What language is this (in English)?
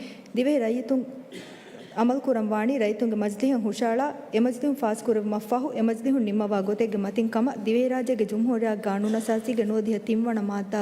Divehi